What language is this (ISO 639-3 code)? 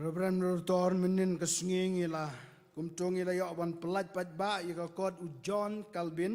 kha